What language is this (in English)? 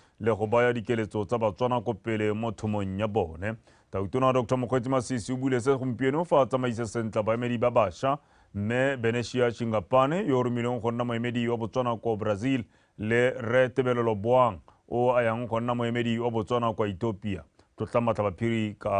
Tswana